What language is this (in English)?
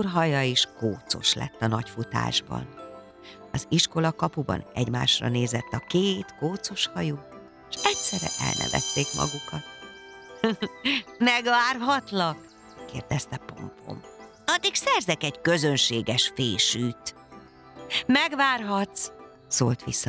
Hungarian